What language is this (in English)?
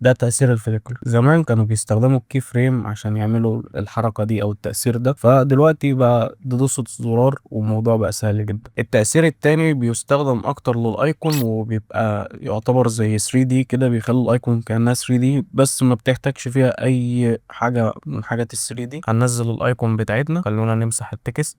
Egyptian Arabic